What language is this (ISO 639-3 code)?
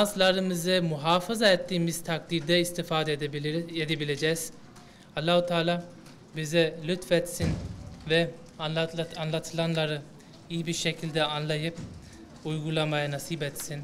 tur